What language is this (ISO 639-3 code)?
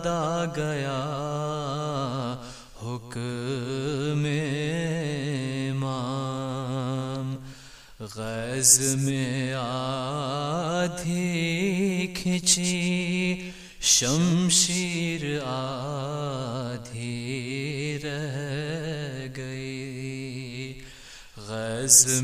urd